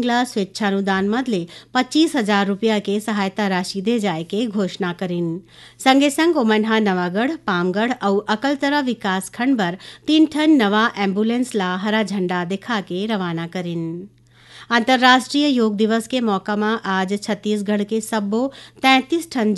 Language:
Chhattisgarhi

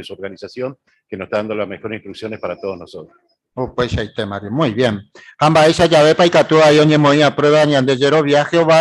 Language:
Guarani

